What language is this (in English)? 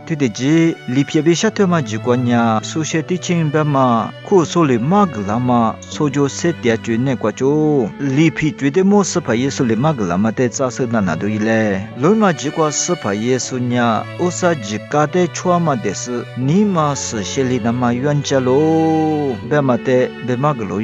Lisu